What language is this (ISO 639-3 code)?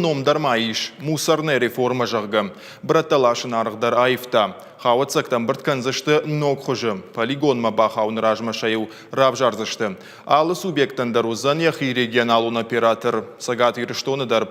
oss